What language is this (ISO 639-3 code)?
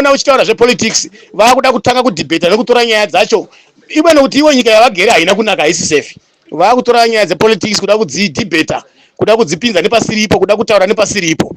sna